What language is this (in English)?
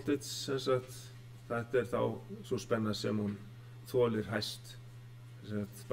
Icelandic